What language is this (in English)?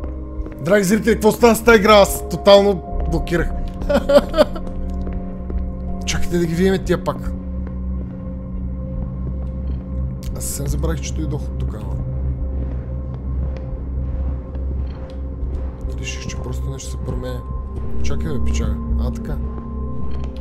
Bulgarian